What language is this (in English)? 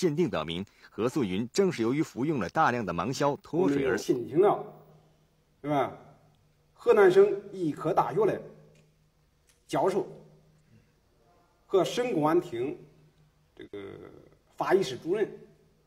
Chinese